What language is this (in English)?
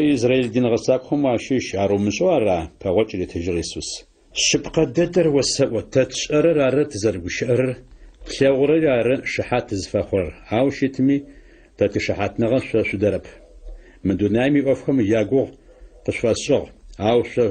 Adyghe